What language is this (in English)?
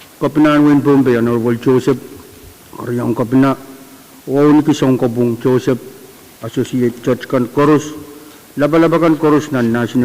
Pohnpeian